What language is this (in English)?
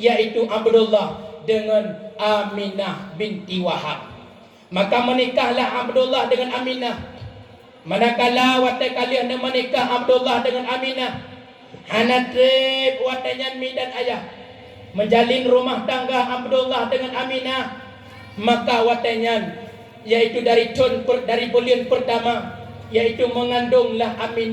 Achinese